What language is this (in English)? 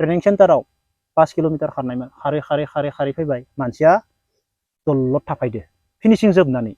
Bodo